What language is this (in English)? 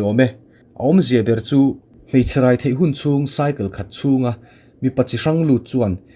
Mizo